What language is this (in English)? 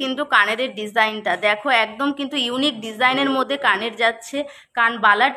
Bangla